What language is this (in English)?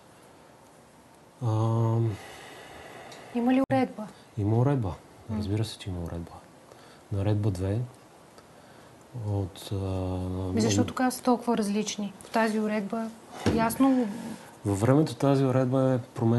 Bulgarian